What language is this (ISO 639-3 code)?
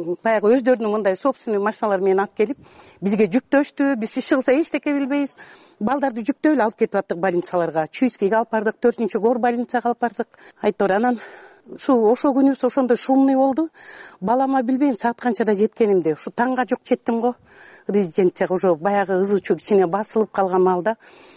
kir